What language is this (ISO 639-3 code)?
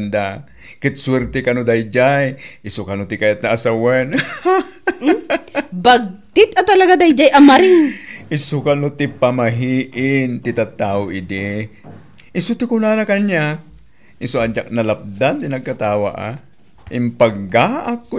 ilo